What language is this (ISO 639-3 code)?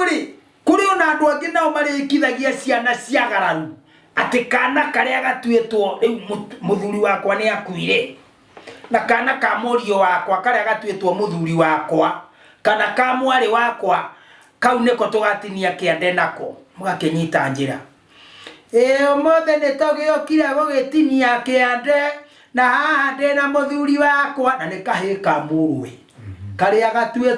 kik